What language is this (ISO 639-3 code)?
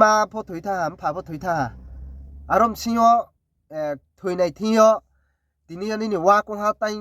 ria